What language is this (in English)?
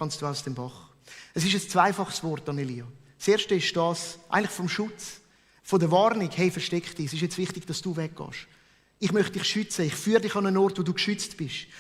Swiss German